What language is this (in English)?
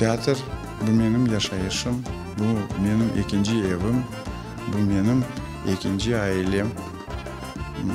Crimean Tatar